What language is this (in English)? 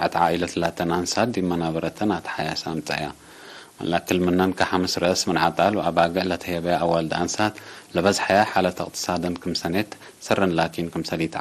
Tigre